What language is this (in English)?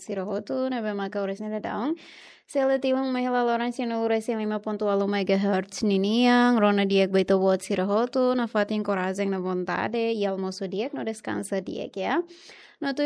Tetum